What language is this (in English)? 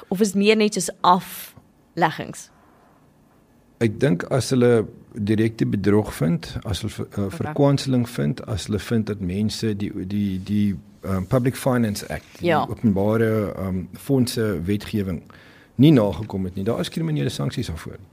Afrikaans